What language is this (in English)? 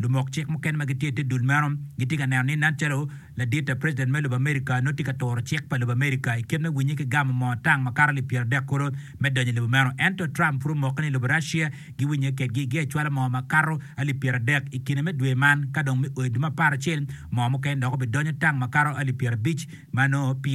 Acoli